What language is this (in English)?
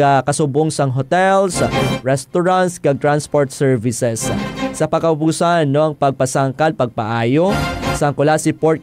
Hiligaynon